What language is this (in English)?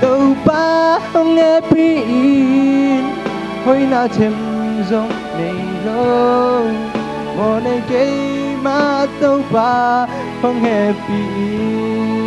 Tedim Chin